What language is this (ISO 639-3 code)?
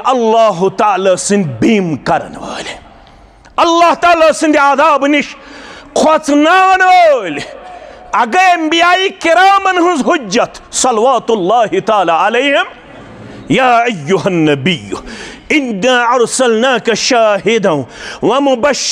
kas